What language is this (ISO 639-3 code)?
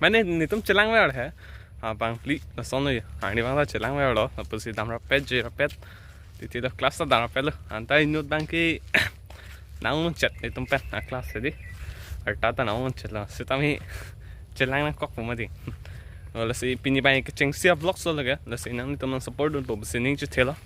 mjw